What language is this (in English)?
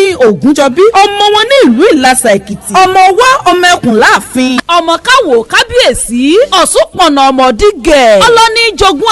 Yoruba